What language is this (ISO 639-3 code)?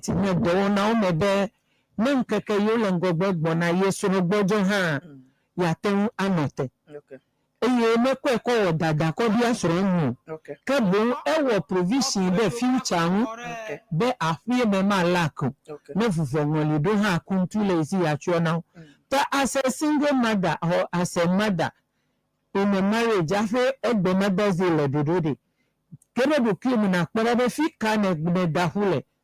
ewe